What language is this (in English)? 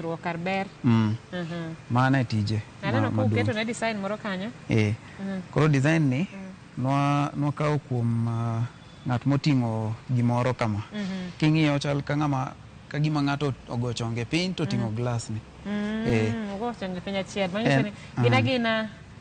Luo (Kenya and Tanzania)